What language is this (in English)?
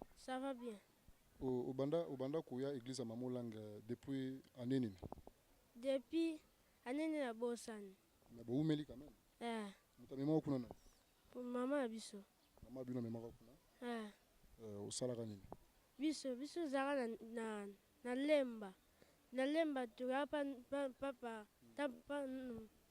Lingala